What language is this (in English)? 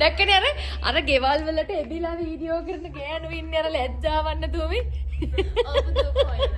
Sinhala